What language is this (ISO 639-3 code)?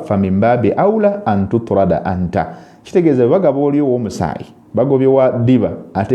lug